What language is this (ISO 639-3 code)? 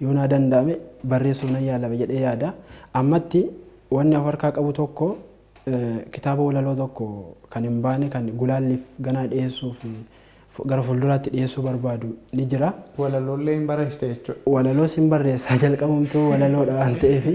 orm